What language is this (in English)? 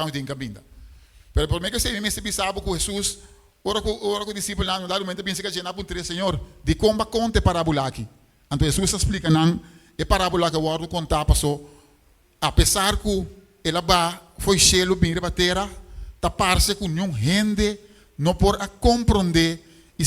Papiamento